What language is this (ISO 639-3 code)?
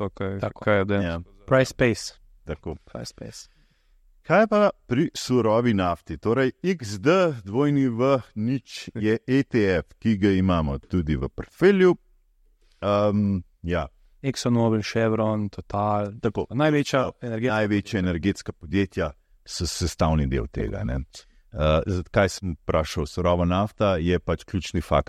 slv